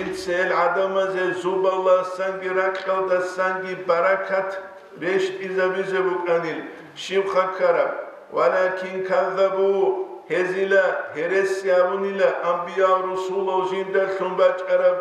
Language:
Avaric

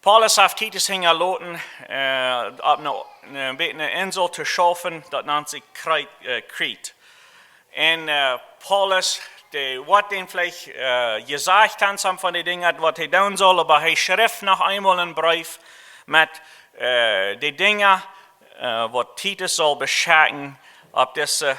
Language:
Plautdietsch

